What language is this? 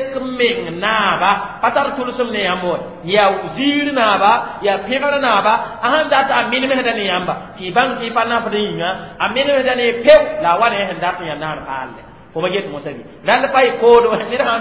Mossi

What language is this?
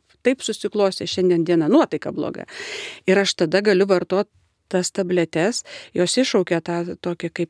Lithuanian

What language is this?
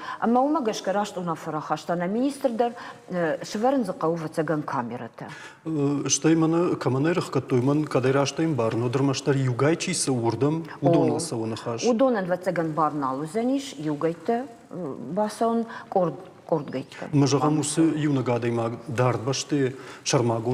Ossetic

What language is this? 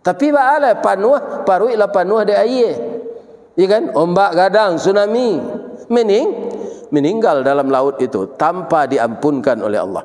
Minangkabau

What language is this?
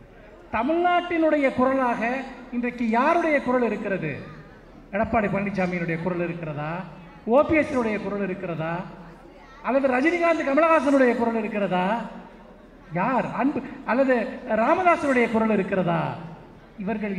Tamil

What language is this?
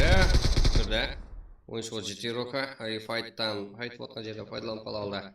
Kara-Kalpak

